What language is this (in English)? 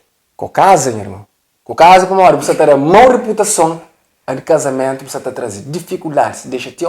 Kabuverdianu